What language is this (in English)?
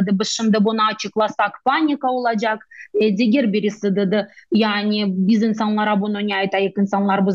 Crimean Tatar